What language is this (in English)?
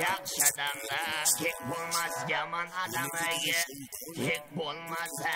Kara-Kalpak